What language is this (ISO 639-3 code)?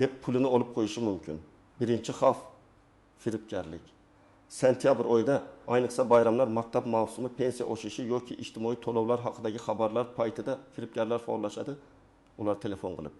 uzb